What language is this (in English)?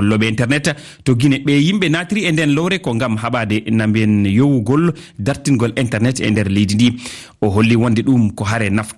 Fula